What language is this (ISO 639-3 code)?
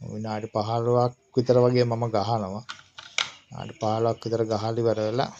sin